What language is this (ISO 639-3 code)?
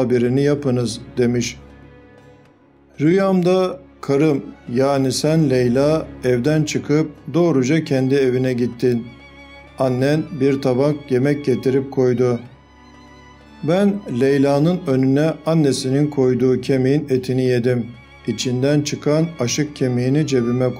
tur